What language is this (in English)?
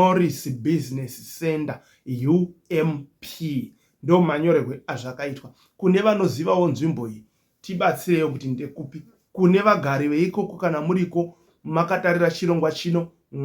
Shona